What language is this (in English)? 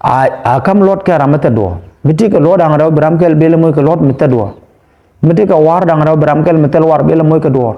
Nuer